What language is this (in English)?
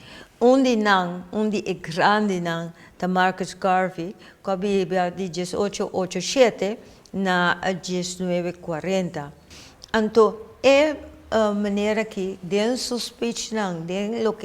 Papiamento